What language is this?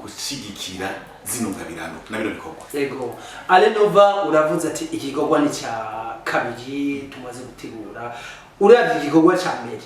Rundi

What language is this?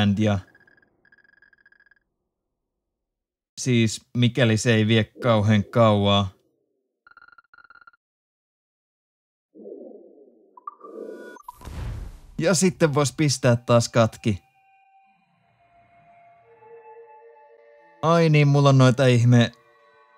Finnish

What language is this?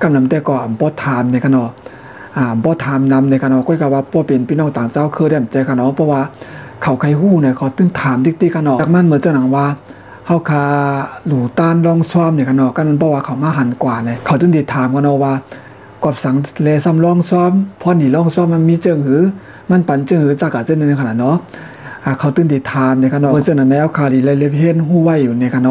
Shan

